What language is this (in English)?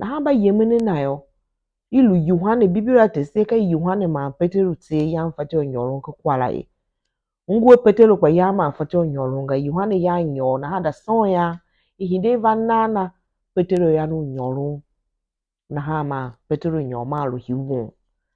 Tiv